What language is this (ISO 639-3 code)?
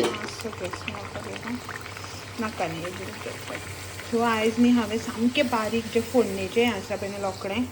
kok